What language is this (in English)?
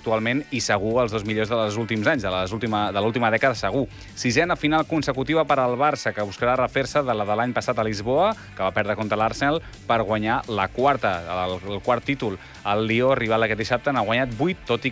Catalan